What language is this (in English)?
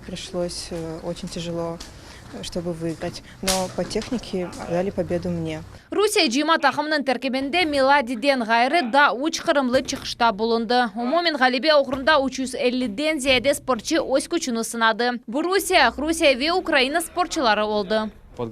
Crimean Tatar